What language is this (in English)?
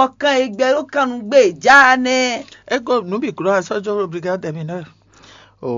Fon